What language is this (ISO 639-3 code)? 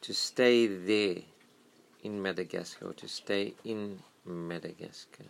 eng